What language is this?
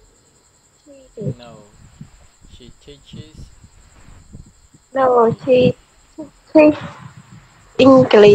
Khmer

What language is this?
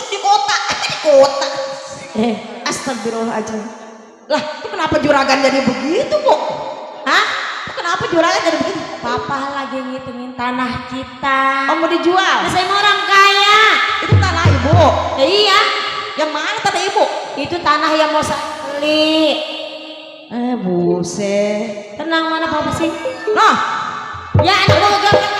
Betawi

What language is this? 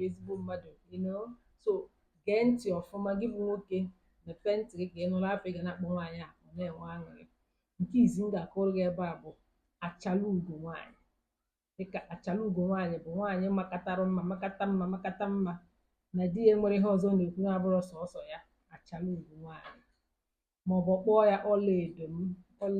Igbo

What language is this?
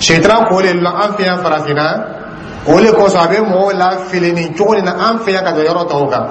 Dyula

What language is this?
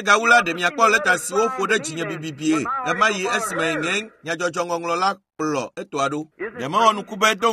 Ewe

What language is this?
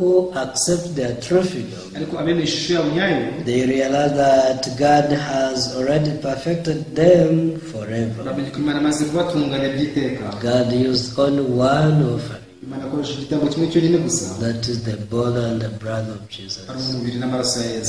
Kinyarwanda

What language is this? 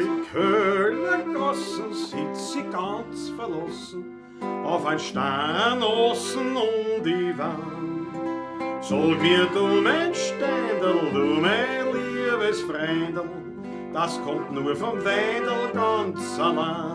Bavarian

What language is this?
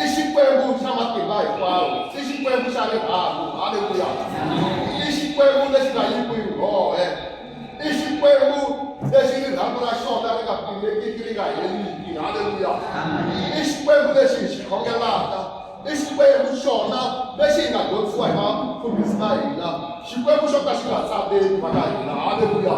Tsonga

